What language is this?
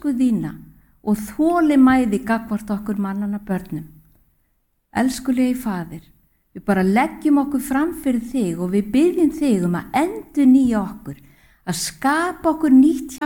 Icelandic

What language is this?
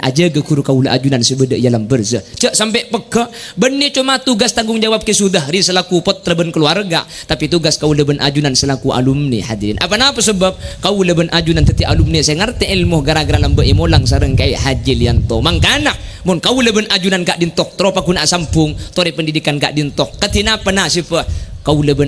Madurese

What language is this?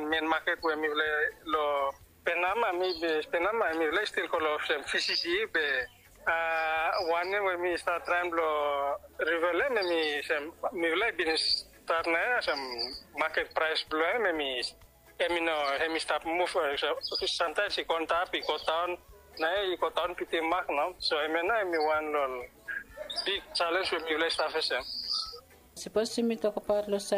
Bislama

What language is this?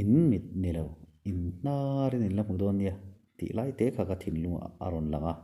Mizo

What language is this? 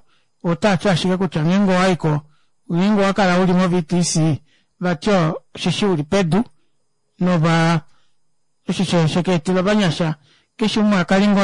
Kuanyama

